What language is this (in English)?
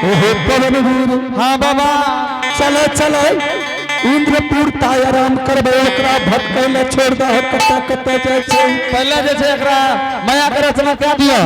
Angika